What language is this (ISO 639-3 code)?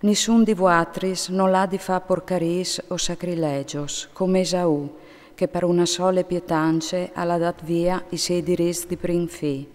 fur